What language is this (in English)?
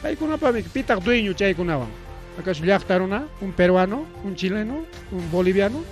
Ayacucho Quechua